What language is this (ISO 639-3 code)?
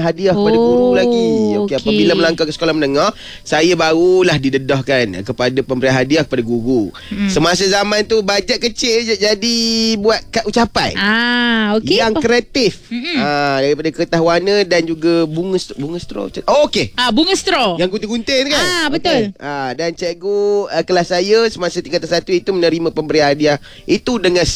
msa